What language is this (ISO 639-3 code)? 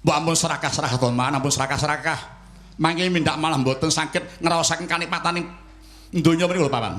jav